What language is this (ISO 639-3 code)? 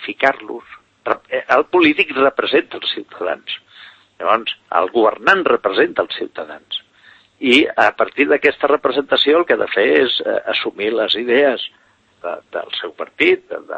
cat